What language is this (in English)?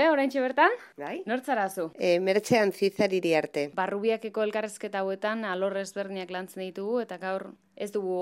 Basque